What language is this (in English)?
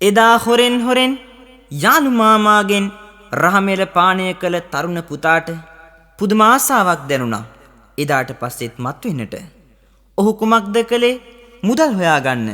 Sinhala